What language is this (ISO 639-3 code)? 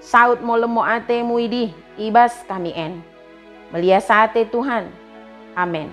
btd